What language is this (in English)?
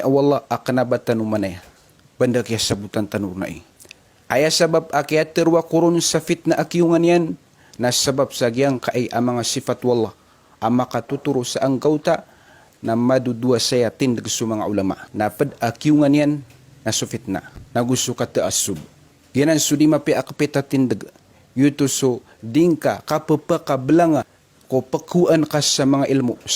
Maranao